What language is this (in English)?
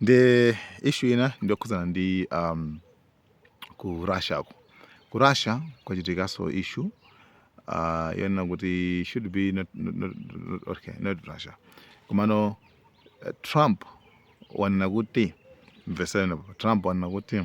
Nyanja